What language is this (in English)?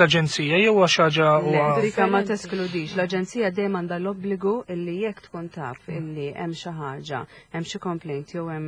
Maltese